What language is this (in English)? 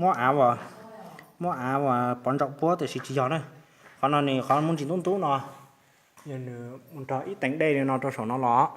Hmong